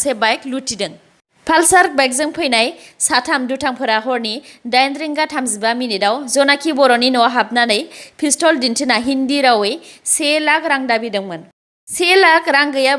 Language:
Bodo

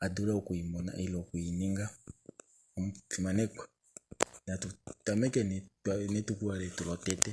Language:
Kuanyama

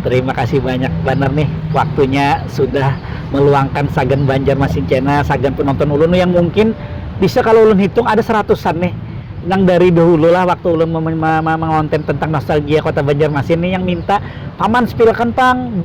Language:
Banjar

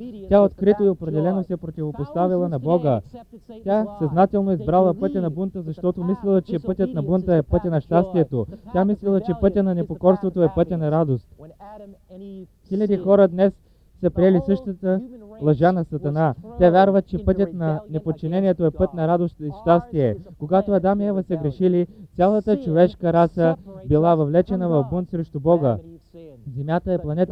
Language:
Bulgarian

